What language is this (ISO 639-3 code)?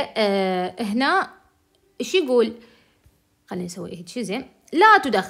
acm